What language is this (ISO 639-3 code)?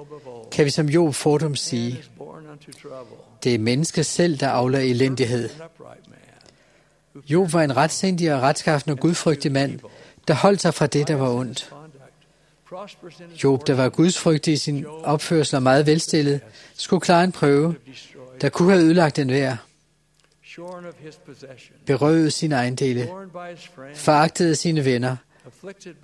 dan